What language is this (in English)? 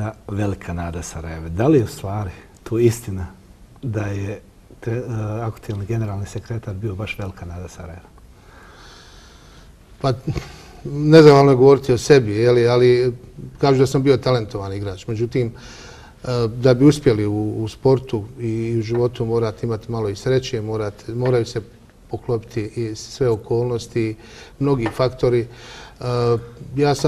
Bosnian